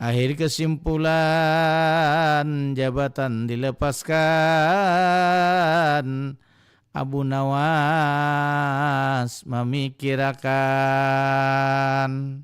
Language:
Banjar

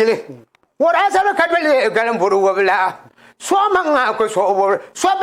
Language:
Dagbani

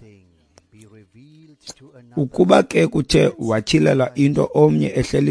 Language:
Xhosa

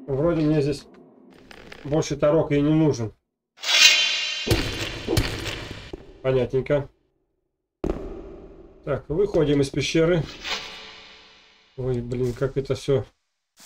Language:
Russian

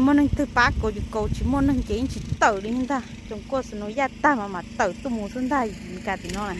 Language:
Hmong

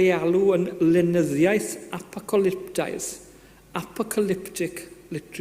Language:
Welsh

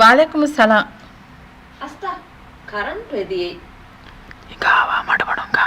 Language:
Divehi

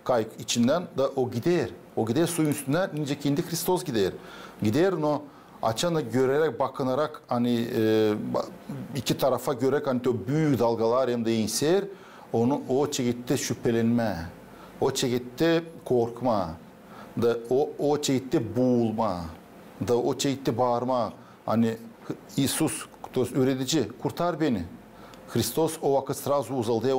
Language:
Gagauz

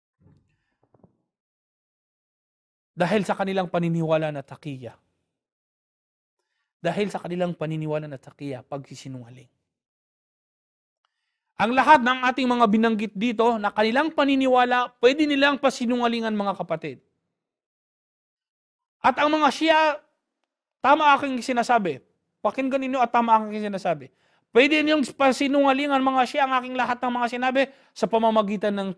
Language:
Filipino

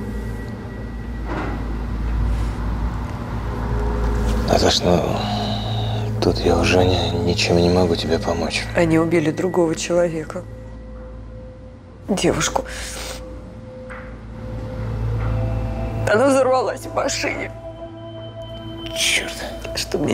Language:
Russian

